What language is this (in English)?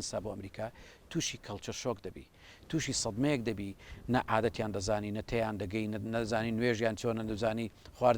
Central Kurdish